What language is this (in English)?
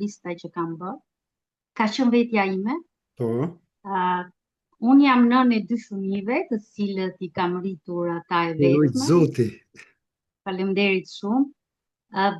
Albanian